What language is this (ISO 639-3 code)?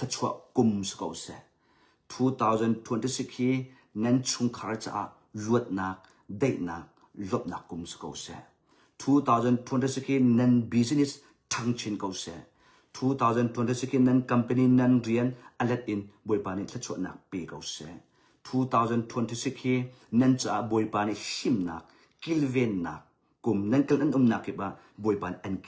cnh